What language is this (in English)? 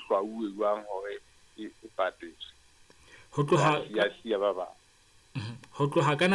Southern Sotho